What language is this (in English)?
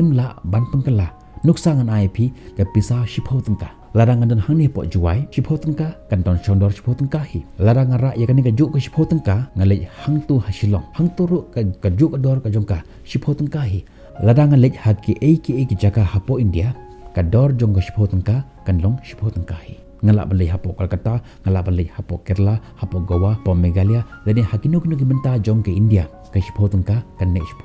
Khasi